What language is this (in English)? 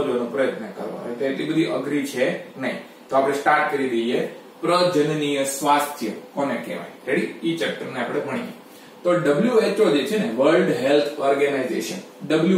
Gujarati